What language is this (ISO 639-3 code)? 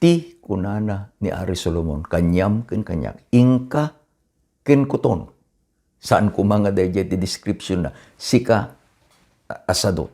ilo